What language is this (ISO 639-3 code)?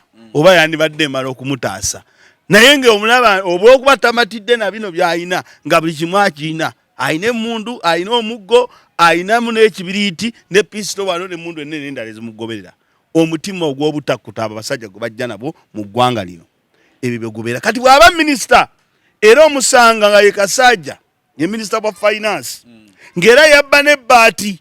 lug